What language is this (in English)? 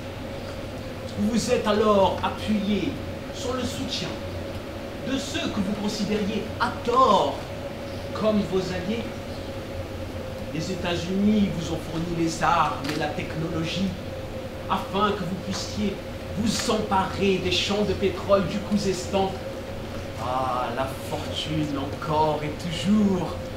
French